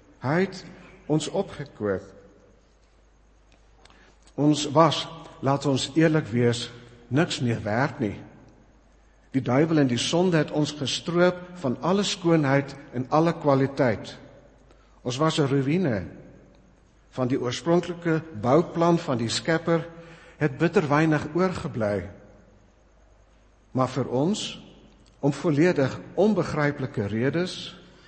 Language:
Afrikaans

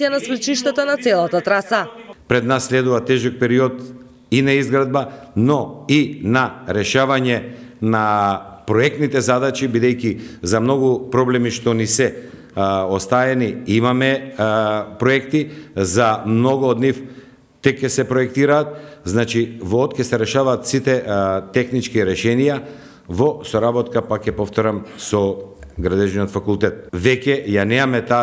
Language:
Macedonian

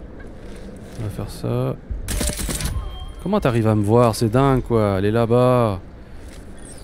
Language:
French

